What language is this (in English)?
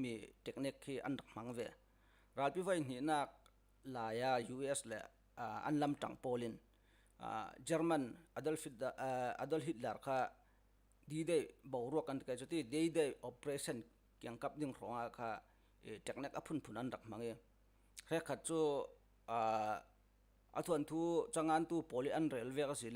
Falam Chin